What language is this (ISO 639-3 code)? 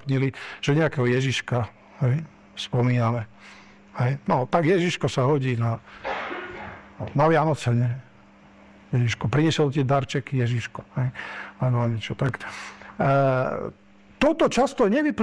slk